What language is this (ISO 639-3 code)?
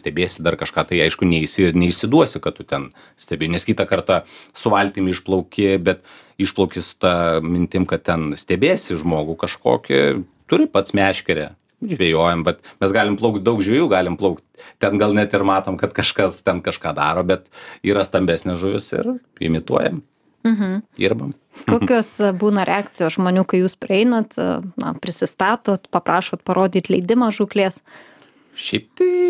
lit